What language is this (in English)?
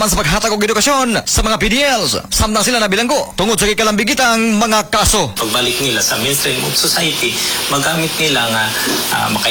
Cebuano